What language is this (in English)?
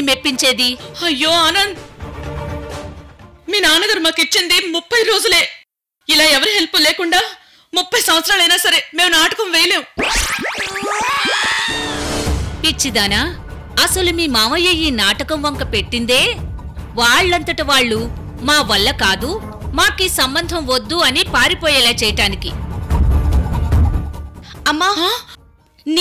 Telugu